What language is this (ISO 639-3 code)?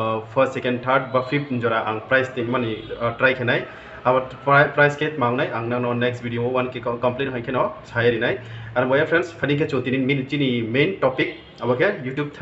ria